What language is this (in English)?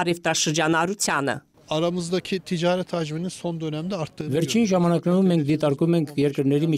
Armenian